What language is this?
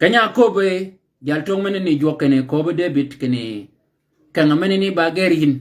Shilluk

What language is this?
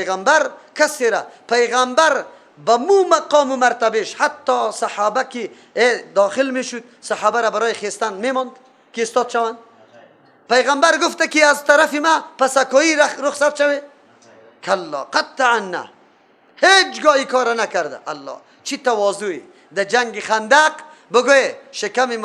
Persian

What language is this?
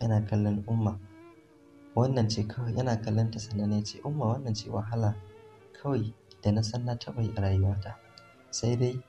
Hausa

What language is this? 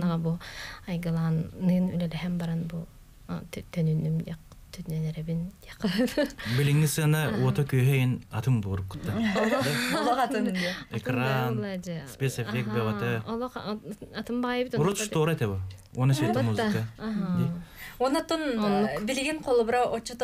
Yakut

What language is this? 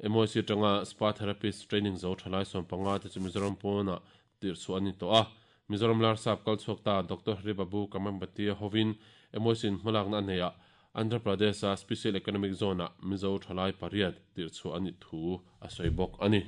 Mizo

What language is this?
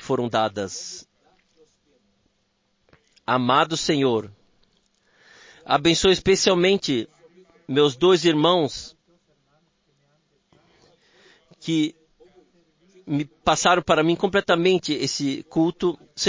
Portuguese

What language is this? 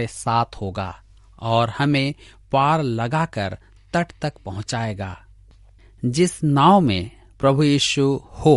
Hindi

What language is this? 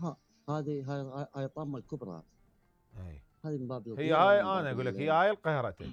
Mesopotamian Arabic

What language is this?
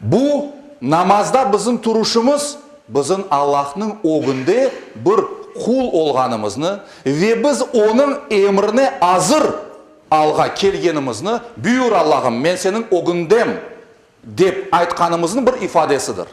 Crimean Tatar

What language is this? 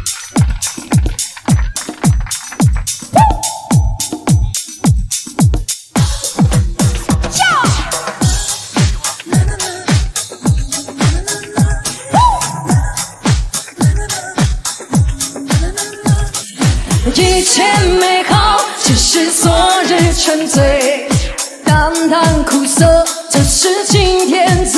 Chinese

